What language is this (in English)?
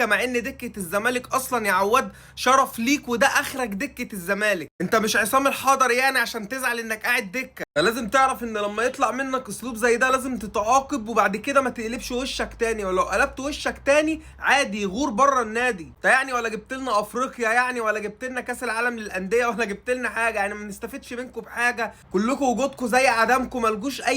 Egyptian Arabic